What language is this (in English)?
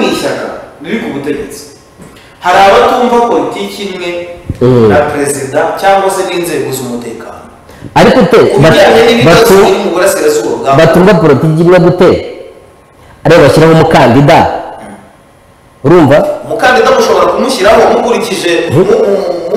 Kinyarwanda